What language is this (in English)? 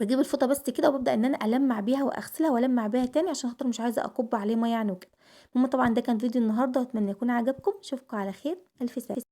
Egyptian Arabic